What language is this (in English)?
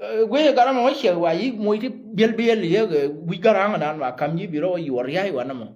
Nuer